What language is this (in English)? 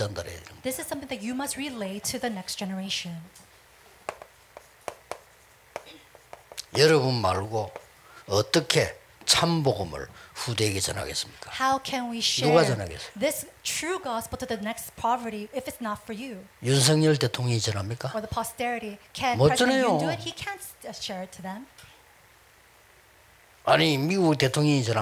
Korean